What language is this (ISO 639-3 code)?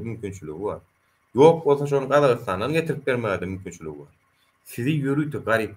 tuk